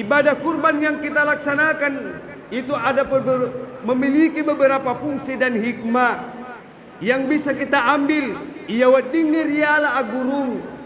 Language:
Buginese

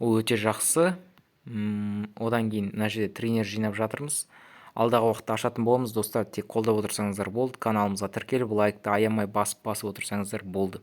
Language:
Kazakh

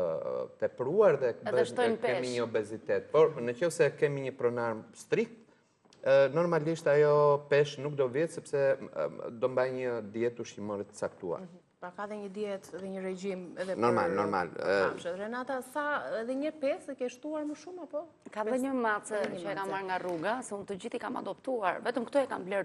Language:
Albanian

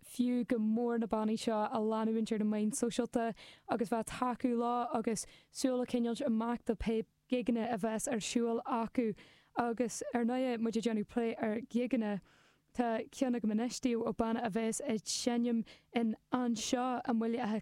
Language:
Irish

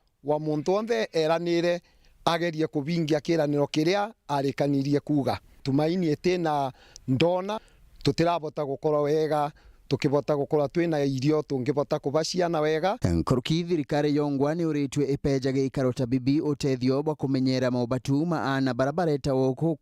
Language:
Meru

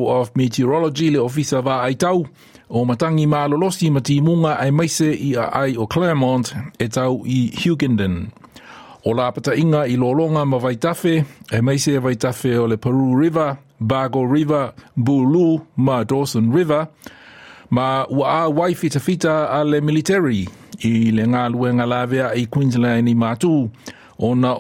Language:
Samoan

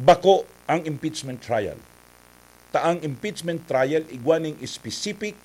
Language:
Bikol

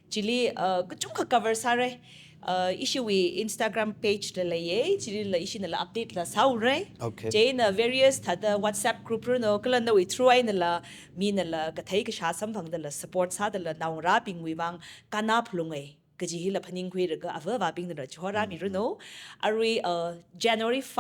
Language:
Tangkhul Naga (India)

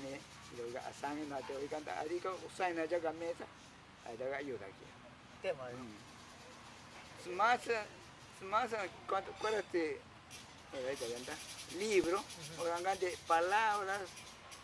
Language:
Ashéninka Perené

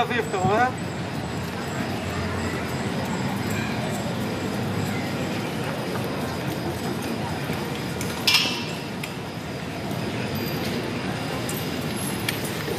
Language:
Hebrew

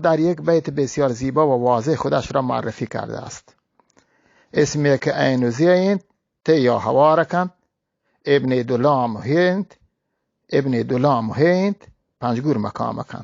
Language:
Eastern Balochi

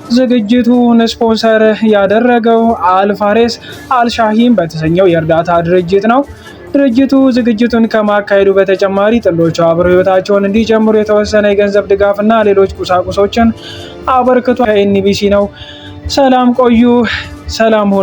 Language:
Amharic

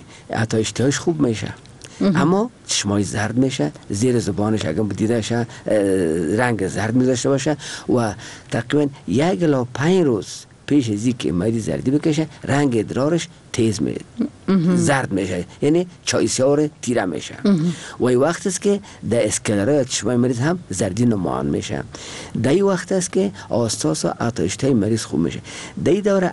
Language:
Persian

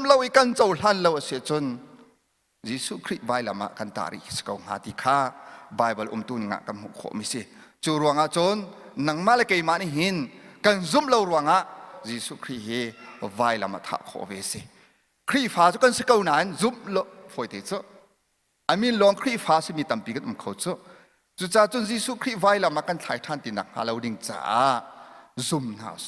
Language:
Hakha Chin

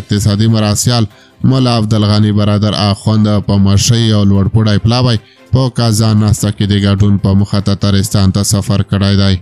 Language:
Pashto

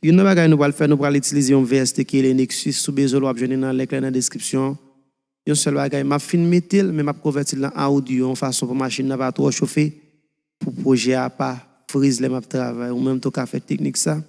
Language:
Haitian Creole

